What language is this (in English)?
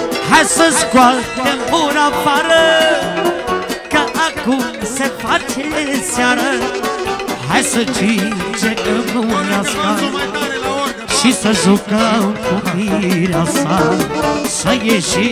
Romanian